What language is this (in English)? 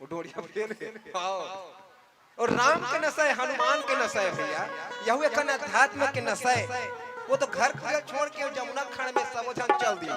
Chhattisgarhi